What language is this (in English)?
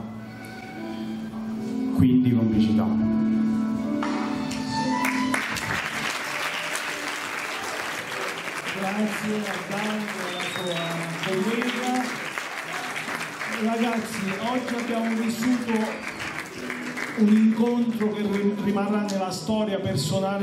Italian